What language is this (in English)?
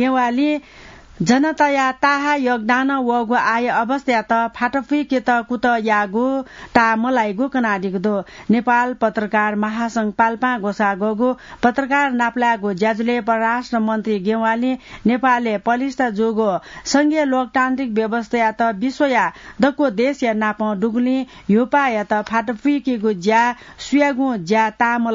Newari